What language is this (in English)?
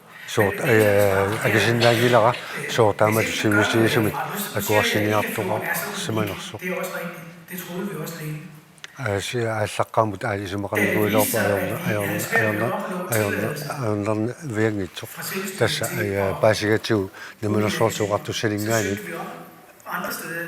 Kalaallisut